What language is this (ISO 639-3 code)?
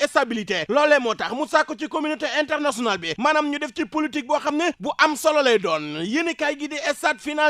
wol